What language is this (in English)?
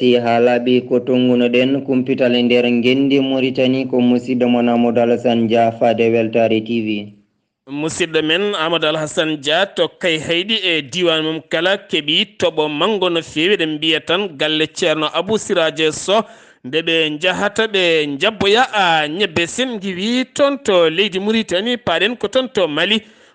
Fula